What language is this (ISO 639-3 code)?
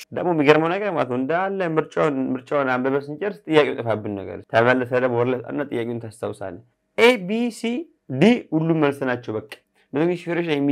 amh